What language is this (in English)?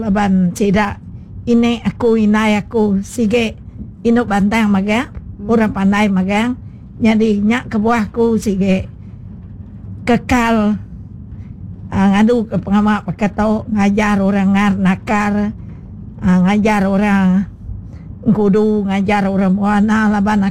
Iban